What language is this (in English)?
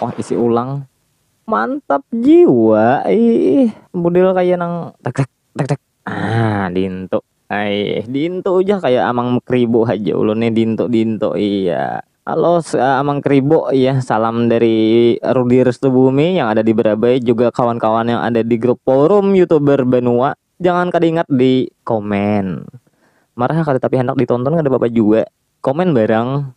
Banjar